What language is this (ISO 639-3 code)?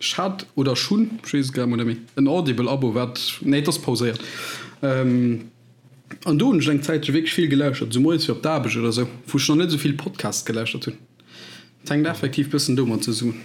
ltz